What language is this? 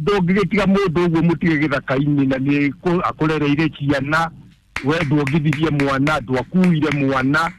Kikuyu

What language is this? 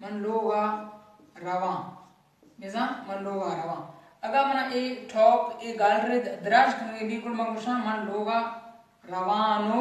Baluchi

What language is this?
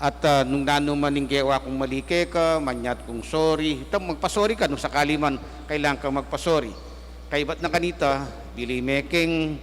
Pampanga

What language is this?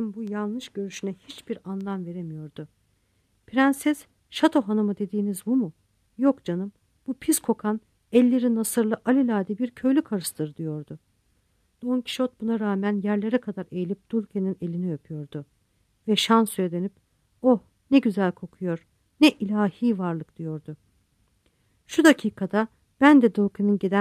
Turkish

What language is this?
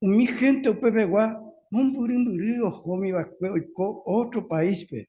Guarani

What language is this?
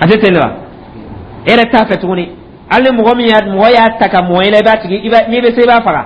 Dyula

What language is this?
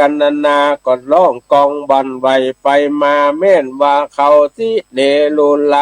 Northern Thai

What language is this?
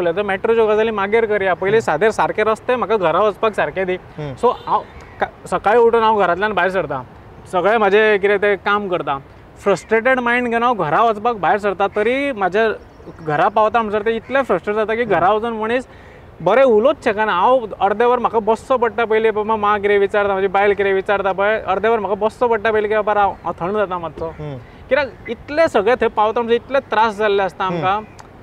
Konkani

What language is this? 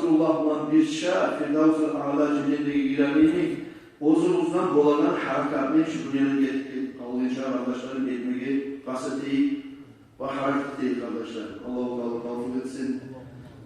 Kumyk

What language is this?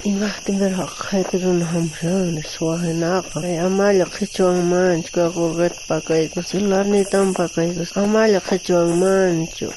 South Bolivian Quechua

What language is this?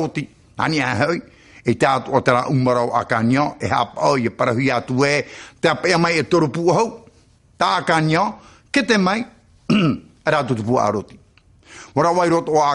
Tahitian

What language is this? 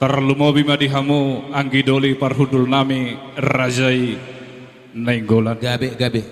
Batak Toba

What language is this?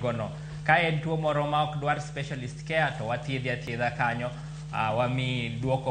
Luo (Kenya and Tanzania)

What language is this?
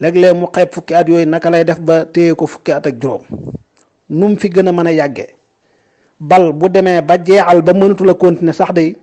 Wolof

